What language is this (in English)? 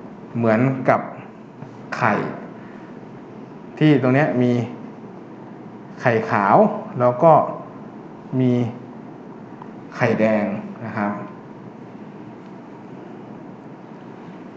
Thai